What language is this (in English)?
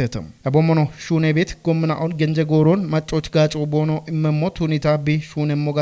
Kafa